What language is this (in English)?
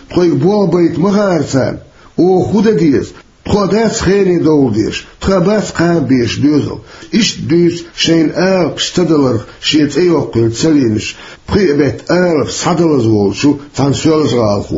Chechen